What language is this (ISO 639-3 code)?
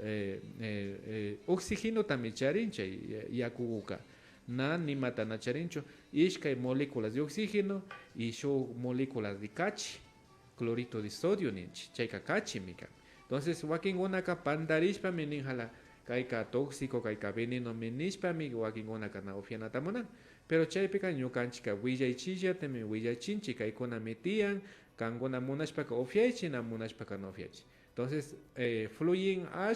qvi